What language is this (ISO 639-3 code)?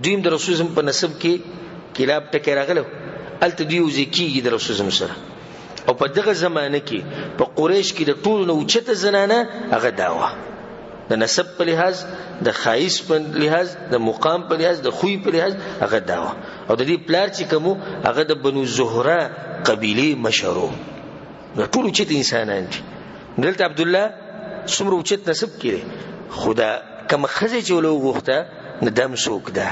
pus